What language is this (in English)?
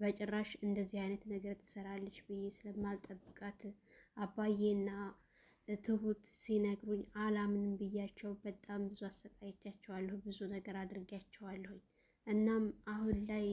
Amharic